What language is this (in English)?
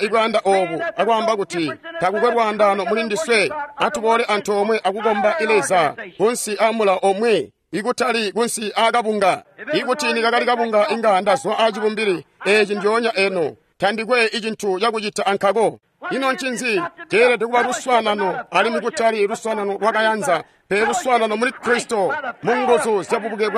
Tonga (Zambia)